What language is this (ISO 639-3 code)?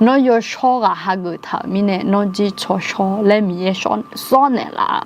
ahk